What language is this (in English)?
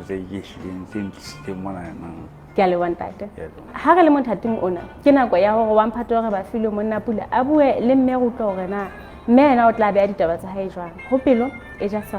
Southern Sotho